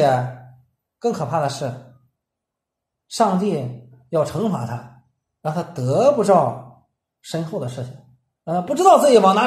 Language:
Chinese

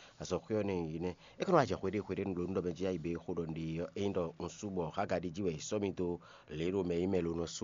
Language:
Fon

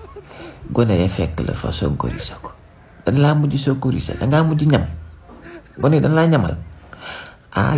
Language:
Wolof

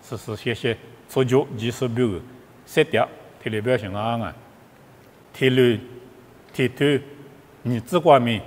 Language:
Lisu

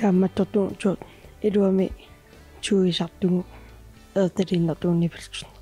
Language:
Kalaallisut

